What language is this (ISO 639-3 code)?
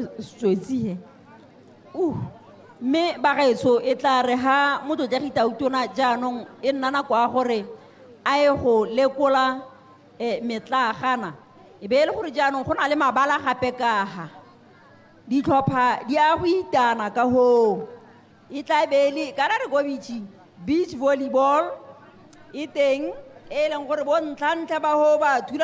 tsn